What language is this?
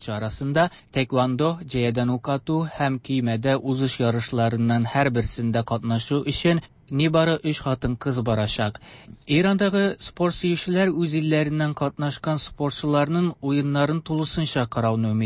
Tatar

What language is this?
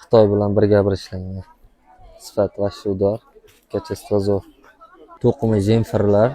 Uzbek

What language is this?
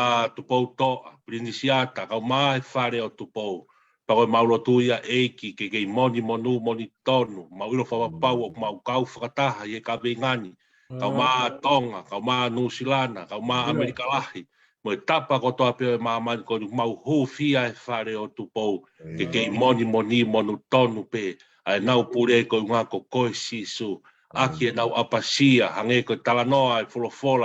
Tongan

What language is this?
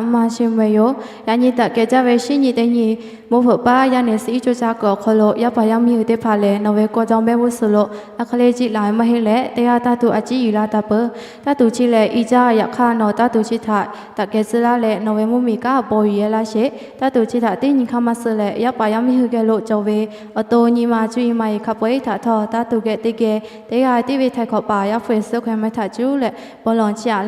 Lahu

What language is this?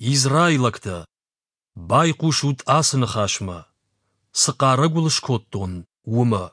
Ossetic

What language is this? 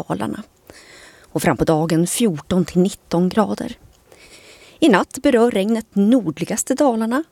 Swedish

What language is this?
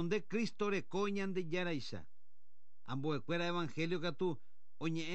Guarani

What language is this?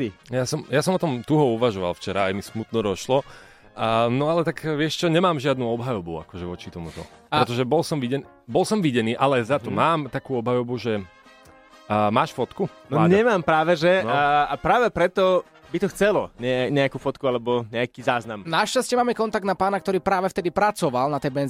Slovak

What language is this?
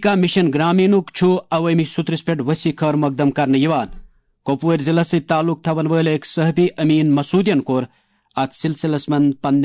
Kashmiri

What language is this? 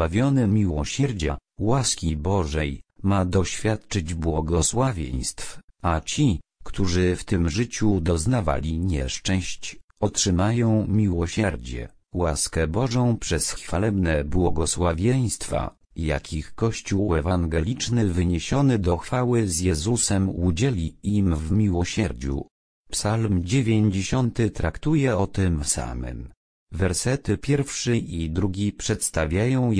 Polish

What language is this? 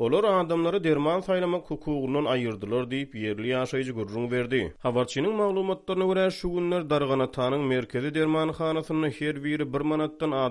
Turkmen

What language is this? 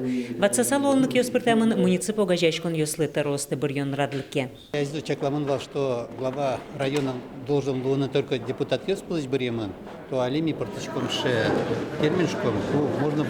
Udmurt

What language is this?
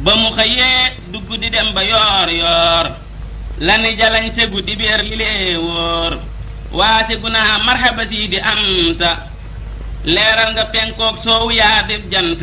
Wolof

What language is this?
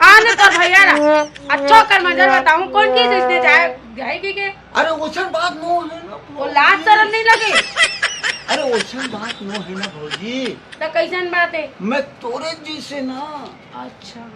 Chhattisgarhi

